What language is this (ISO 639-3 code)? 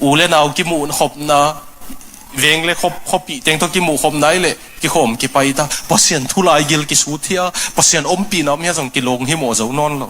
ctd